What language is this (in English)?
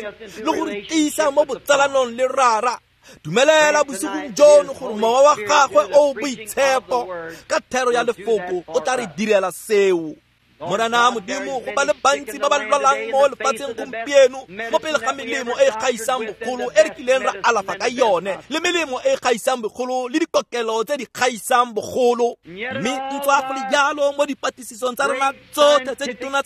Tswana